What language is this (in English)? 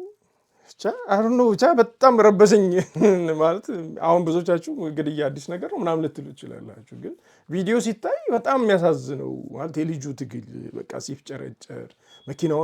Amharic